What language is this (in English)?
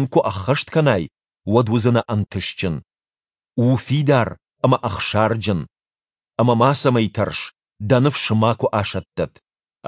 Ossetic